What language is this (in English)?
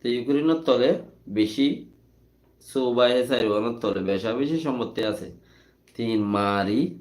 Rohingya